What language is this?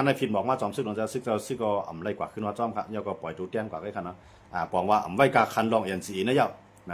Shan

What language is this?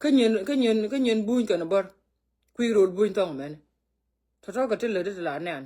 Nuer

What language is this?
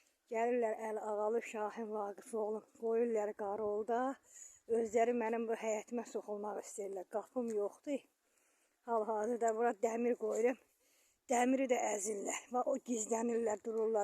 Azerbaijani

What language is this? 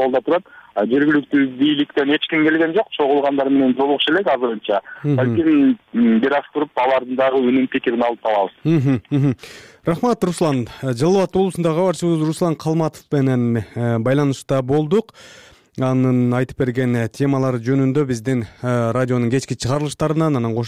Kyrgyz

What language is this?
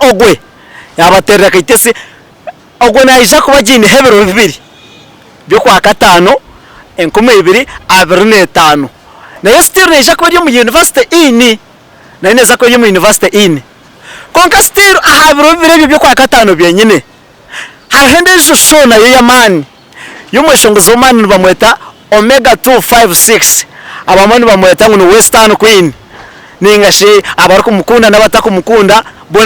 Nyankole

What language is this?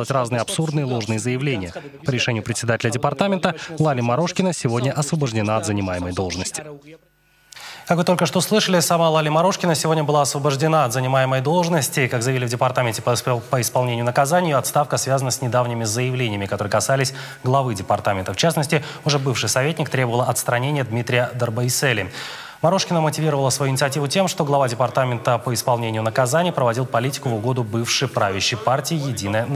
Russian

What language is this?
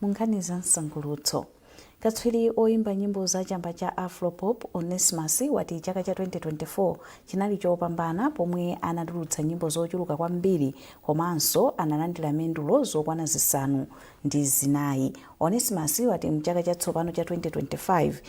Nyanja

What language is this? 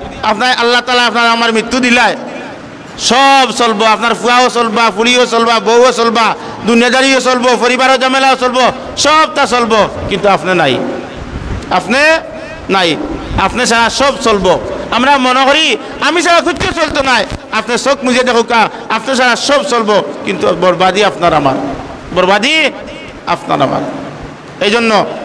Sylheti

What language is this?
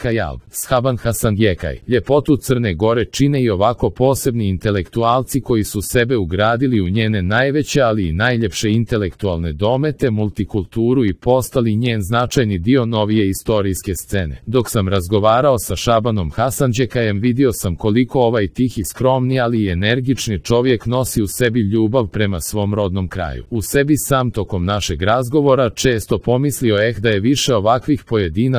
Serbian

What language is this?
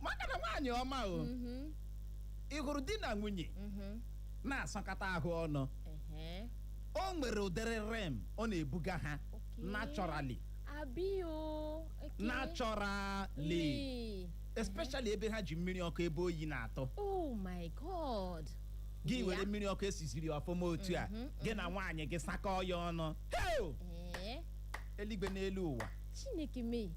Igbo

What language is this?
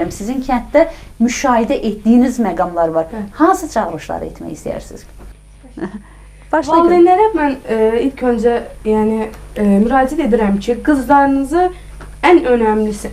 Azerbaijani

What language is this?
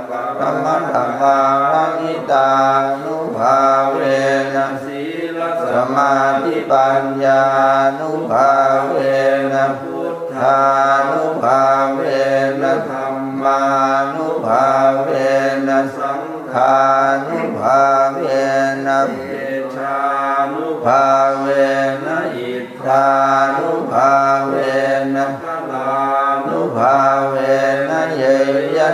Pali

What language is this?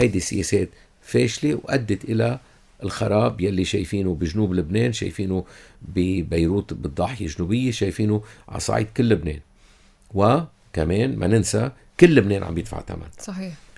North Levantine Arabic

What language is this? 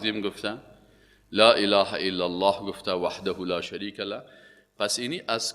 Persian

